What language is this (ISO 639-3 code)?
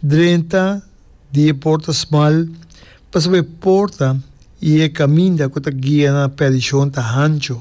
pap